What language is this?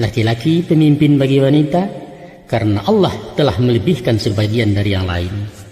Minangkabau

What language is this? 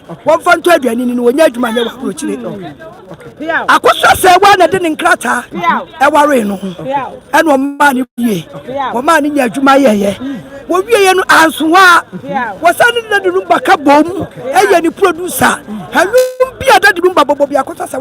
Akan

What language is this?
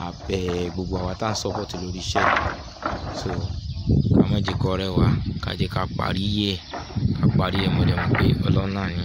Yoruba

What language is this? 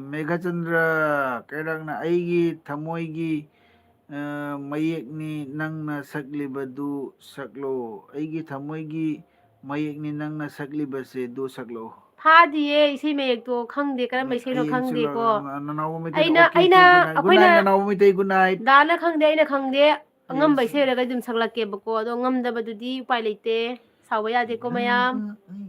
Manipuri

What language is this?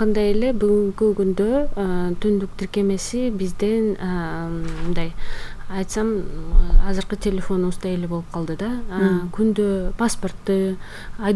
Kyrgyz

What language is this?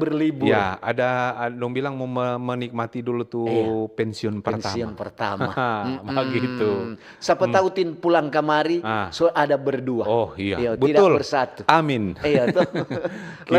Manado Malay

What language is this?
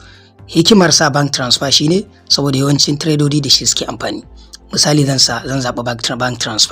Hausa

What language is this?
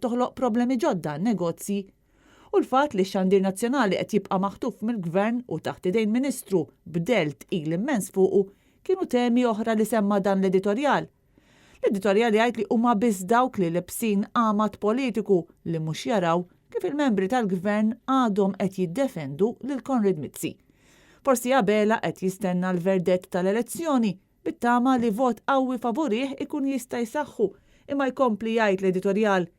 Maltese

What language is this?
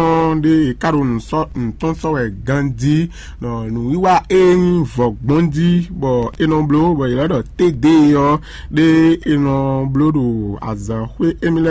Fon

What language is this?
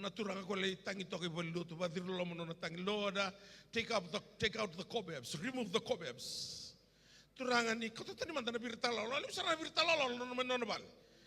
Fijian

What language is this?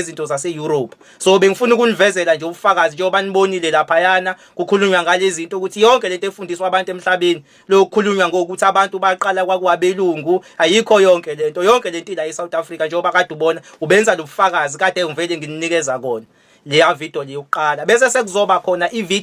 Zulu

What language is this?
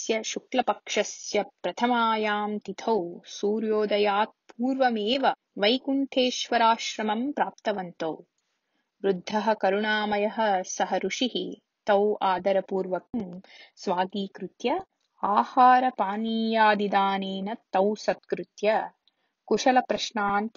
Sanskrit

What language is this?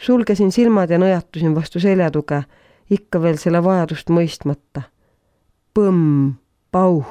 Estonian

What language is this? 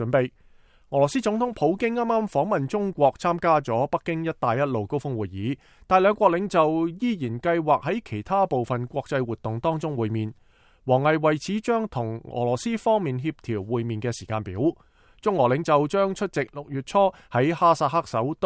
Cantonese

